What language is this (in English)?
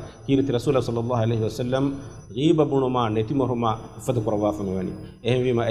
Divehi